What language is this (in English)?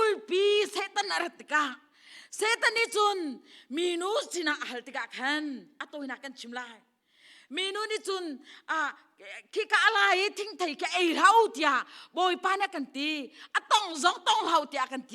Hakha Chin